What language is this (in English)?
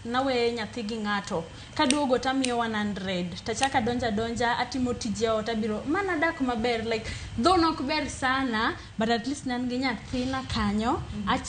Luo (Kenya and Tanzania)